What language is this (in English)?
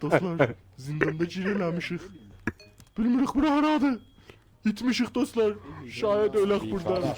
South Azerbaijani